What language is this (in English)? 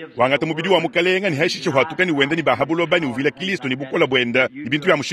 Luba-Lulua